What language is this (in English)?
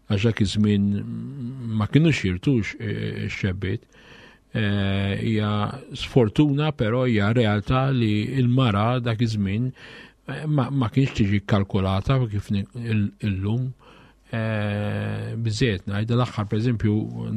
Maltese